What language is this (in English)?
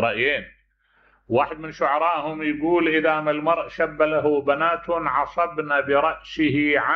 Mesopotamian Arabic